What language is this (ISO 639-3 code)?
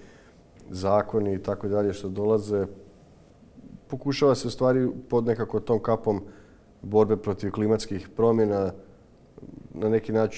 hrv